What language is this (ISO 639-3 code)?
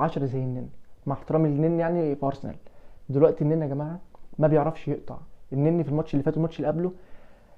arz